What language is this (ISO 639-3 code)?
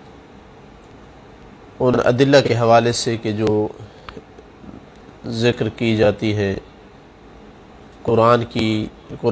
urd